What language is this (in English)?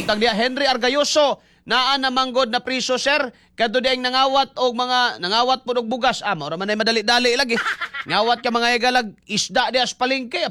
Cebuano